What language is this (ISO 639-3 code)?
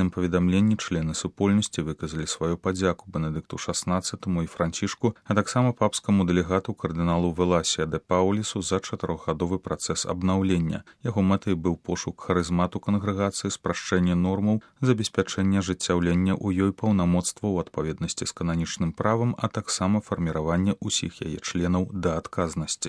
bel